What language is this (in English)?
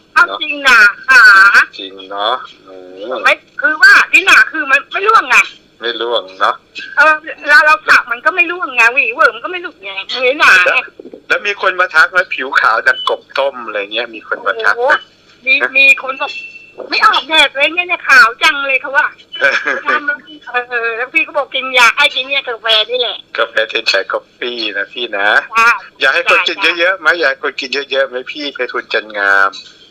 Thai